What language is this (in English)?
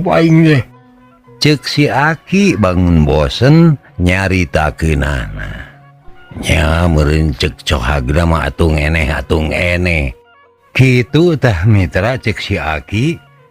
Sundanese